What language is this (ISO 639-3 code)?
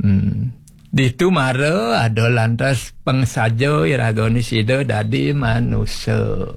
ban